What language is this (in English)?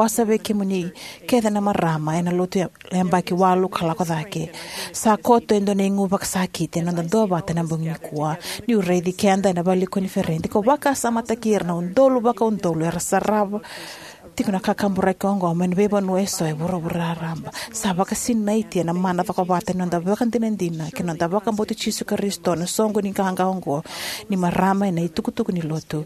Fijian